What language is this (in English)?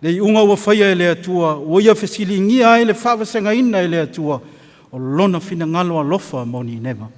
Samoan